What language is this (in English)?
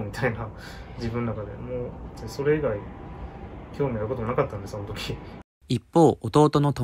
Japanese